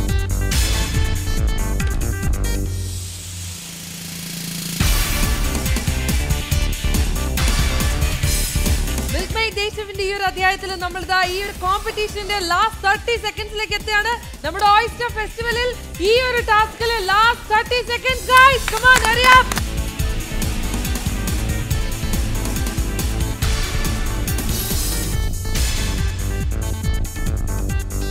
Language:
Malayalam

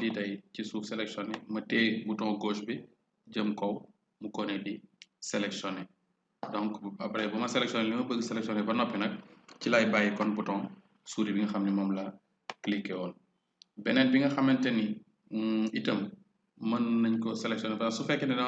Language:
Wolof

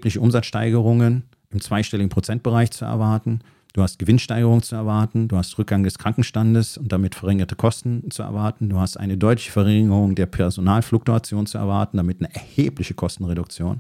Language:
German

